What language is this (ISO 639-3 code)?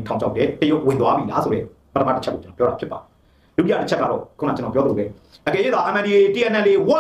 mya